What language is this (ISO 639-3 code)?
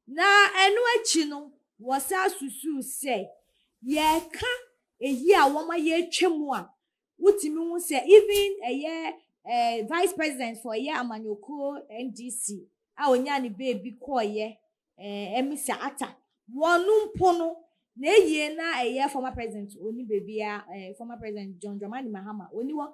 aka